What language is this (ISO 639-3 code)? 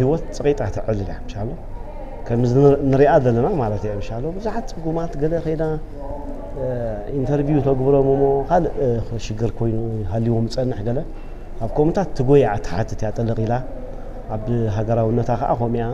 tir